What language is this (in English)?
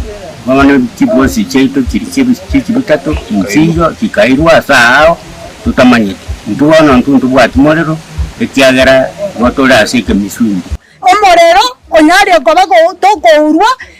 Gusii